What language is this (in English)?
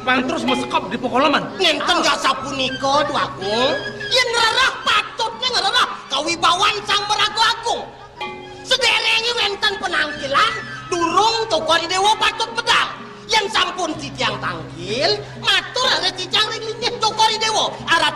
Balinese